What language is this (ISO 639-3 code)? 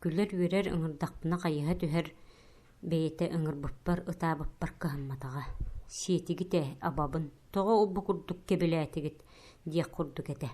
sah